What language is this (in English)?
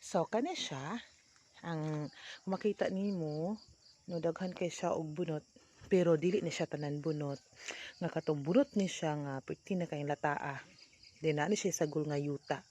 Cebuano